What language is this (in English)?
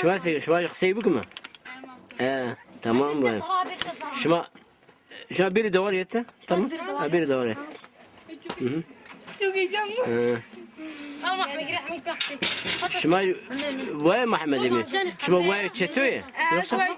Zaza